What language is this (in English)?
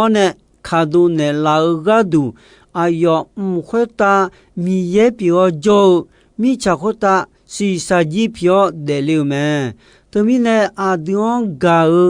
Akha